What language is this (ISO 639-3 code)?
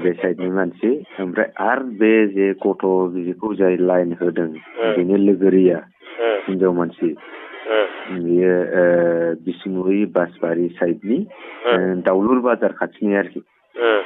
brx